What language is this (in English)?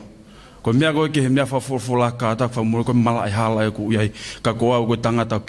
Tongan